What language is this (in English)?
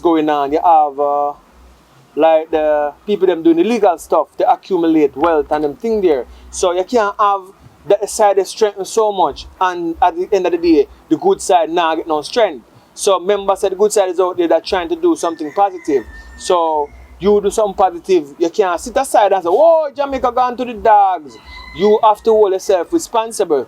Jamaican Creole English